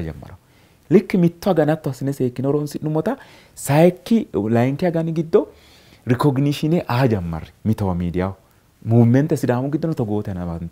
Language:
Sidamo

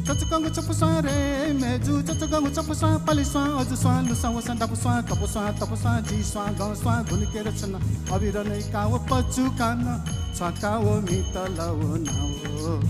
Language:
Newari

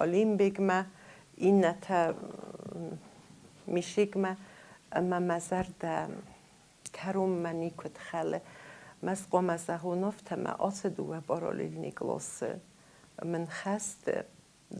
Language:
Ossetic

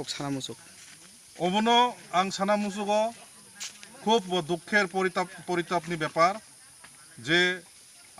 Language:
Kok Borok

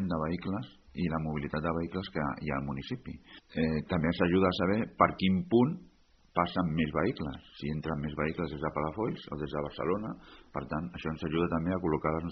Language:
Catalan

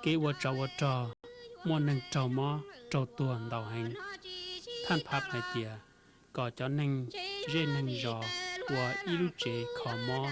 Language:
Hmong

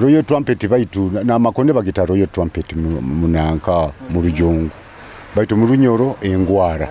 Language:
Nyoro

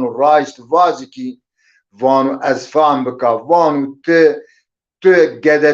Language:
Zaza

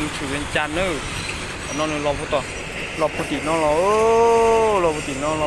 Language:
Hmong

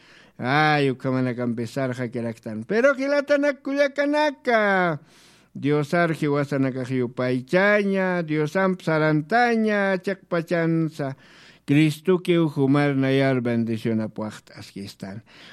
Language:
Aymara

